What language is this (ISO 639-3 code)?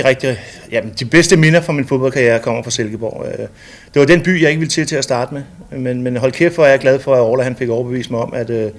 dan